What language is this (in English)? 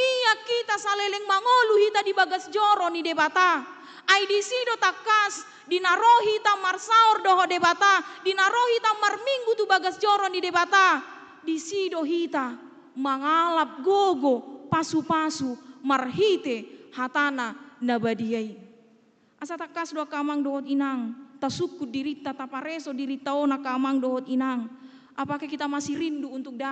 Batak Toba